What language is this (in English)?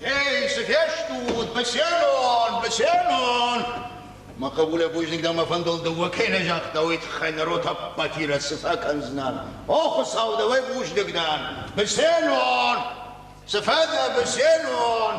Ossetic